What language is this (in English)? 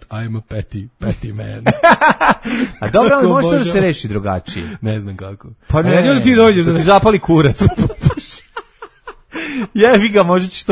Serbian